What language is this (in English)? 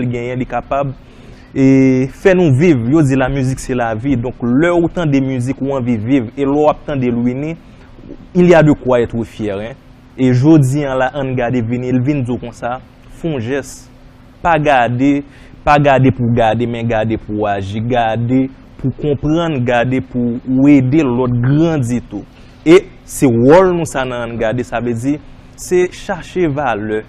Haitian Creole